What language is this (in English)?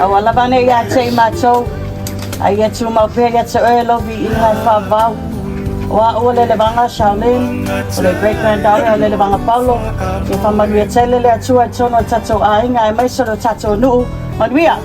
Samoan